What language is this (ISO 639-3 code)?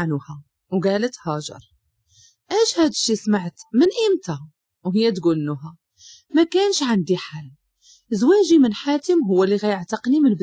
ary